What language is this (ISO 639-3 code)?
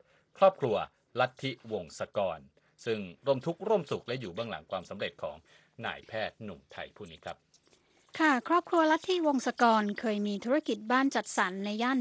tha